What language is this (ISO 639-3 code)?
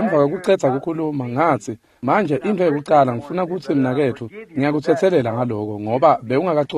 ssw